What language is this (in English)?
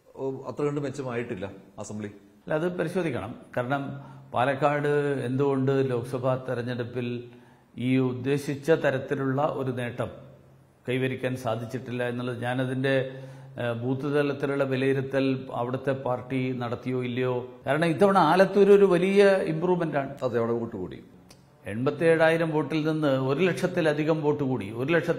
Malayalam